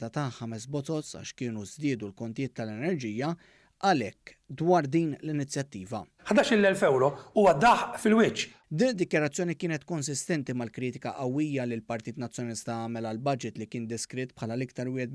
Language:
Maltese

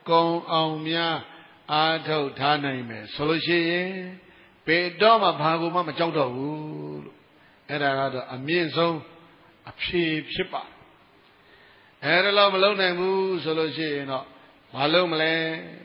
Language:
Burmese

